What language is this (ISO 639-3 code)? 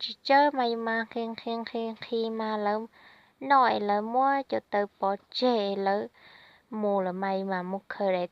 hmn